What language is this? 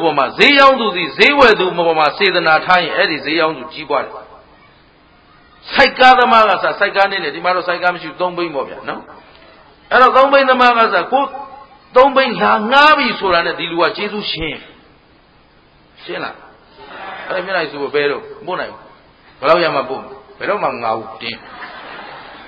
Burmese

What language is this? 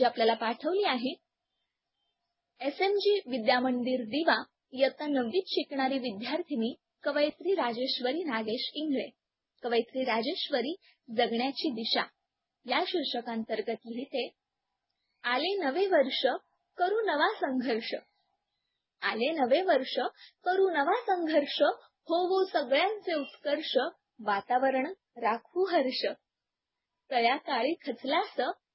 Marathi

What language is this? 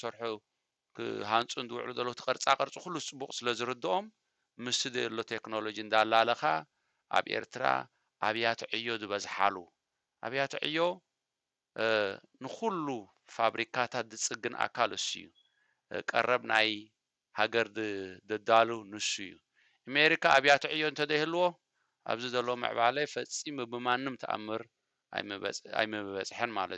Tigrinya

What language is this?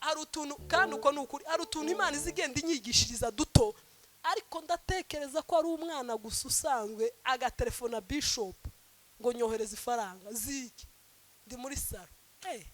Kinyarwanda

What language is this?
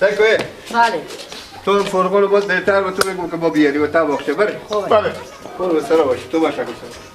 Persian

